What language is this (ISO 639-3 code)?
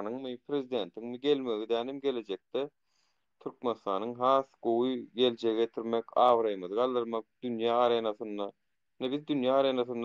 tuk